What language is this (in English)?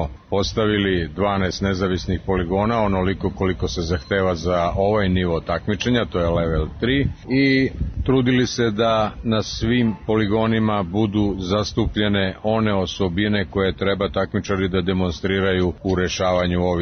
Serbian